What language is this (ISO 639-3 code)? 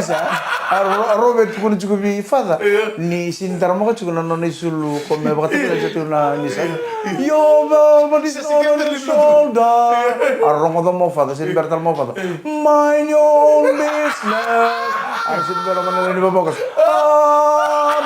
fij